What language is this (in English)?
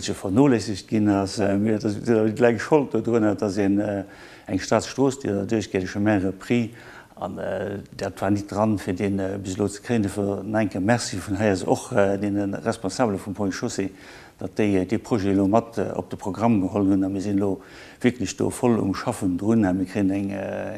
Luxembourgish